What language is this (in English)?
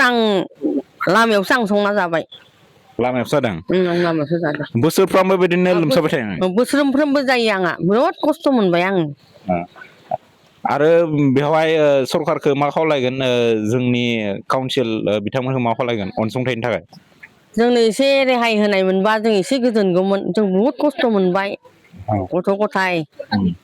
Bodo